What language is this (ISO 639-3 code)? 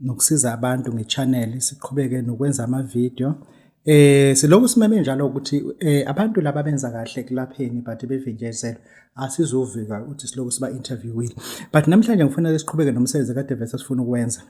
zul